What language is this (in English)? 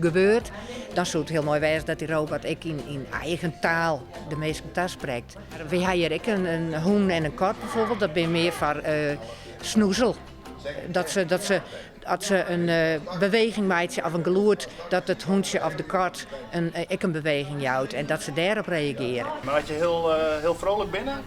Western Frisian